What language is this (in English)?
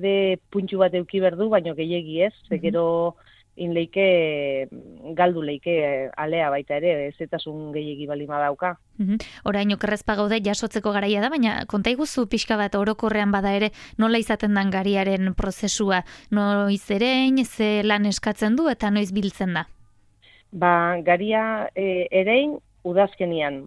Basque